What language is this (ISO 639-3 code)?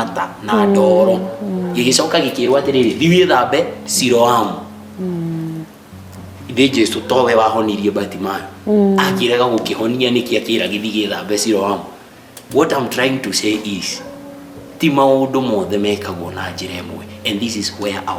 kik